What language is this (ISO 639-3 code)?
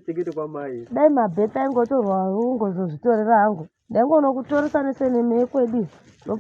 sna